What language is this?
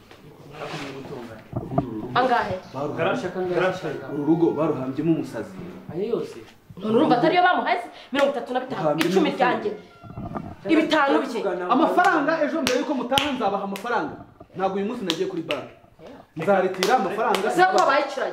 Kinyarwanda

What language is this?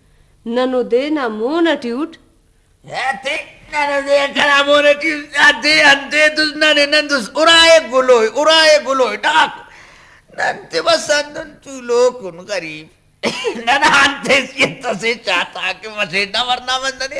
Brahui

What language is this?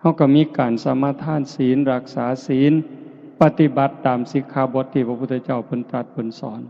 Lao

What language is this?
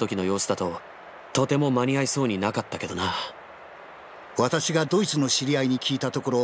Japanese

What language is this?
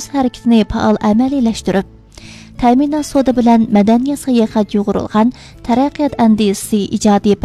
Uyghur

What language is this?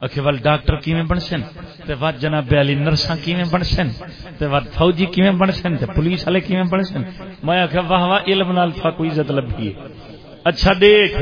Saraiki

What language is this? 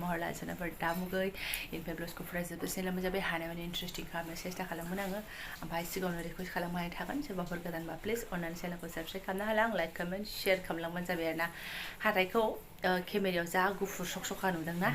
Bodo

